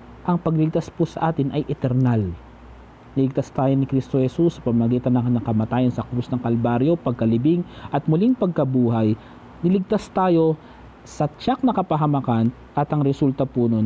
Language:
Filipino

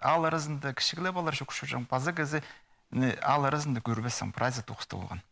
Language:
Khakas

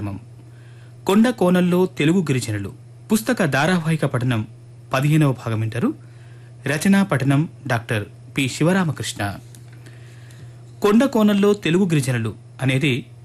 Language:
Telugu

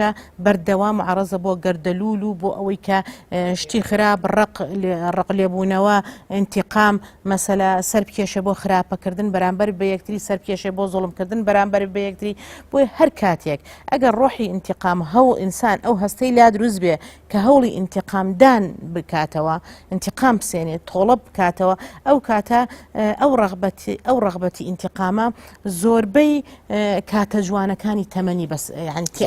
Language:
Central Kurdish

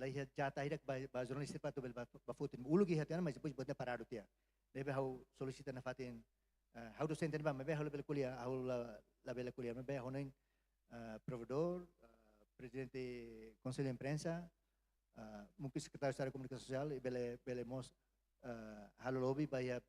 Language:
Tetum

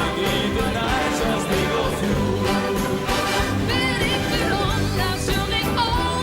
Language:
Western Frisian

